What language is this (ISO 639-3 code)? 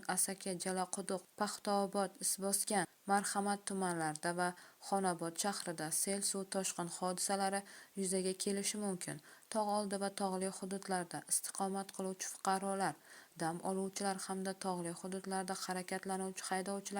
uzb